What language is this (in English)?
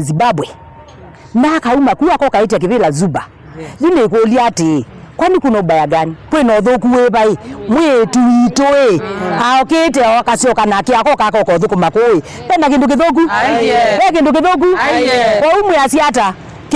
Kamba